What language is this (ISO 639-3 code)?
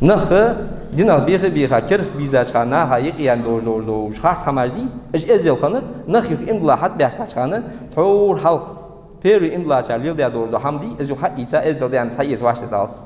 inh